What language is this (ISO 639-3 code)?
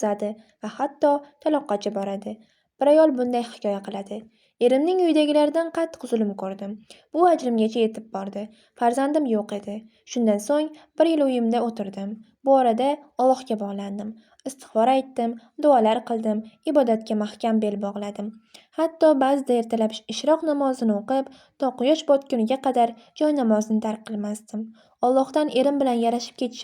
uzb